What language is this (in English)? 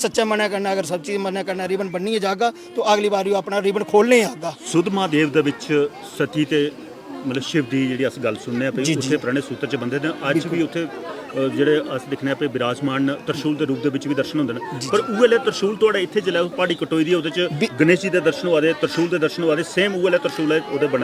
Dogri